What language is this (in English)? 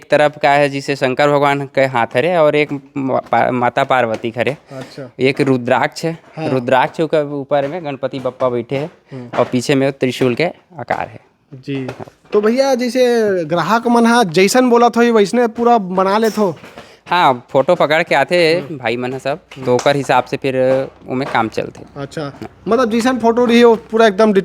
Chhattisgarhi